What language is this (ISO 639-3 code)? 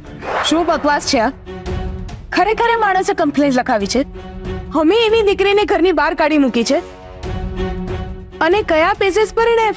guj